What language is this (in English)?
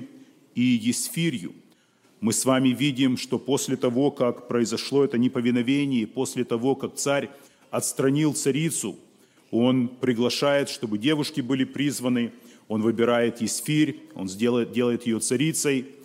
Russian